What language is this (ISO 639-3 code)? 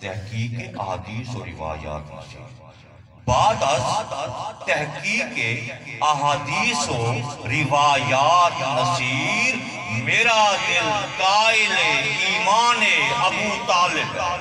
skr